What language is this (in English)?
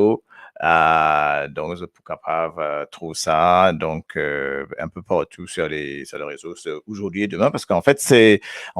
Morisyen